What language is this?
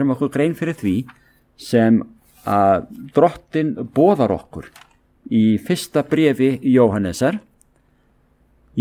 Icelandic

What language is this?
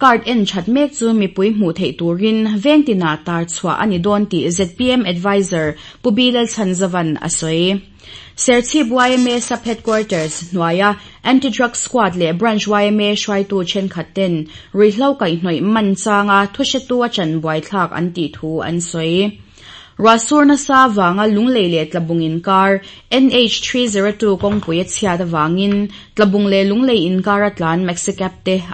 Mizo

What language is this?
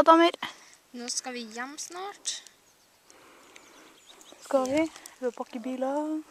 Norwegian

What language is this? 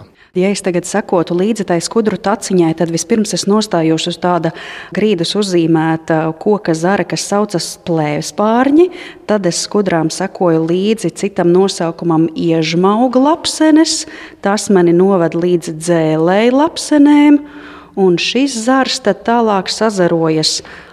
Latvian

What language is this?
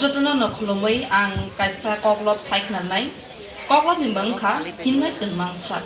Kok Borok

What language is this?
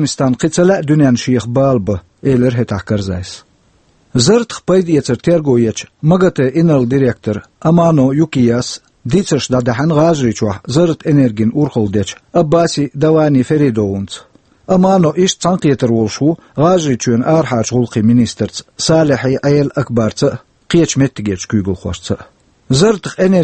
Chechen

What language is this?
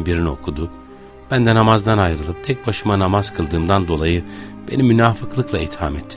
Turkish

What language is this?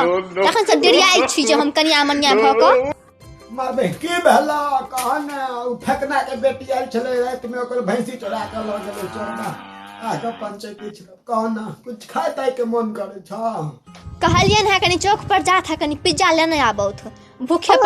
Maithili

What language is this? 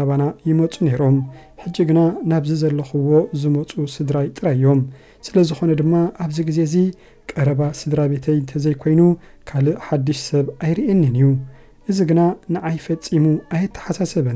Tigrinya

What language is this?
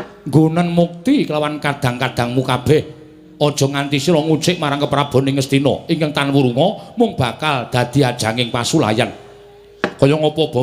Javanese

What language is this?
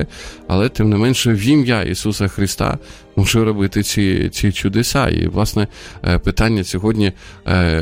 Ukrainian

